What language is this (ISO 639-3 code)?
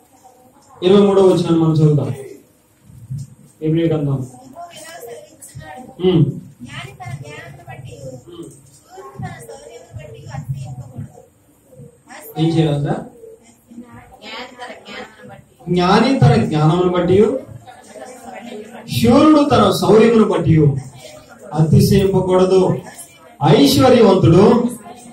tel